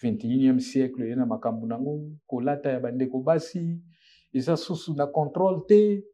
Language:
Lingala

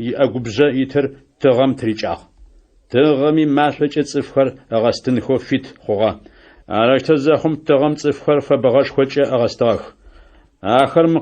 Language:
Adyghe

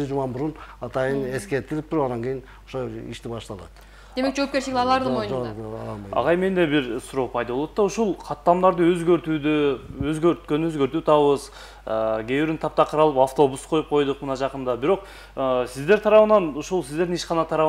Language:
Kyrgyz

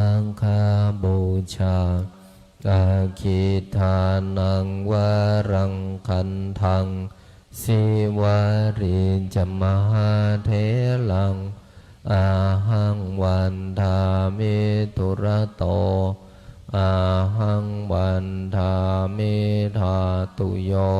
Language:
Pali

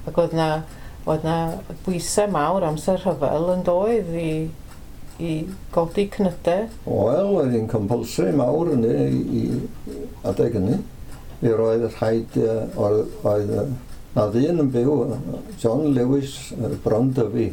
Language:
Welsh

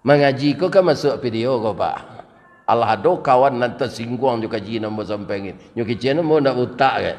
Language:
Minangkabau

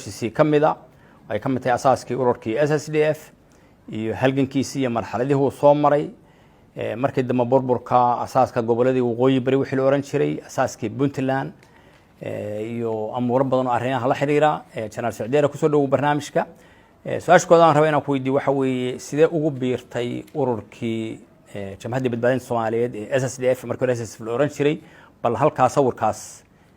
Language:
Somali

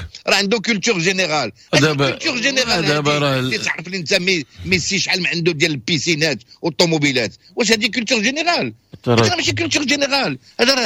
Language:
Moroccan Arabic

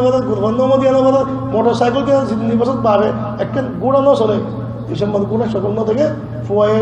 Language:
Rohingya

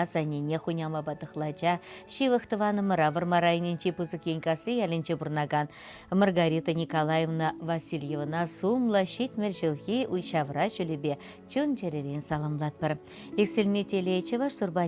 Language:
Chuvash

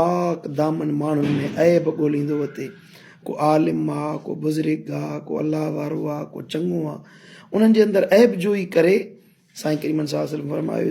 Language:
Sindhi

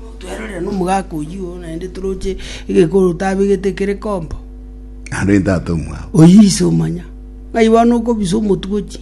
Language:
Gusii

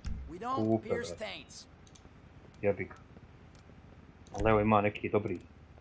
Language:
Croatian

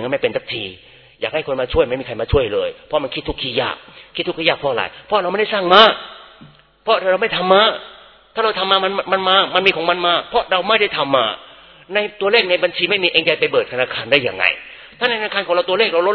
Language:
Thai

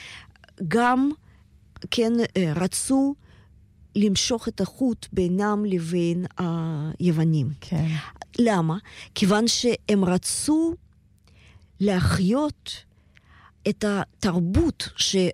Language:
Hebrew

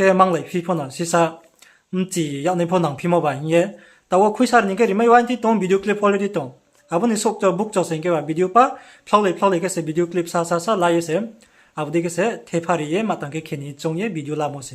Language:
Riang (India)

